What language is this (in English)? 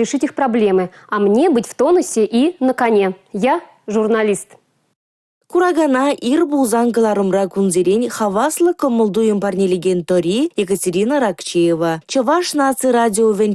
Chuvash